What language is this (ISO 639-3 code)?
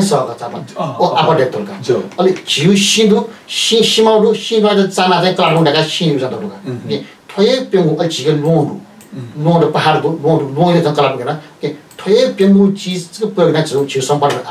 new